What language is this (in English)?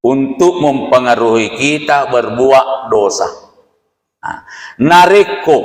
Buginese